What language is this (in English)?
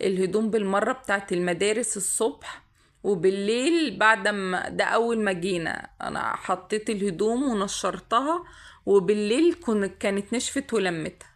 Egyptian Arabic